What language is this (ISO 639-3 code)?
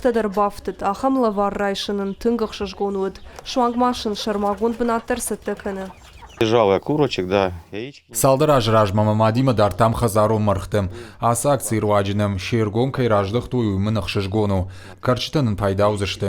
oss